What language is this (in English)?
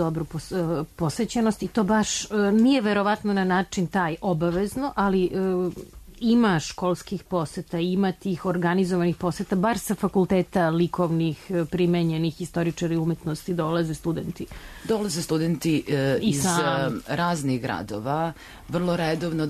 Serbian